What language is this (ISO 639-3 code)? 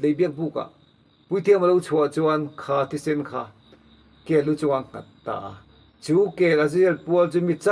lus